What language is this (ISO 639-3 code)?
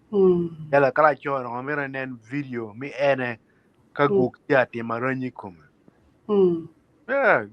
ach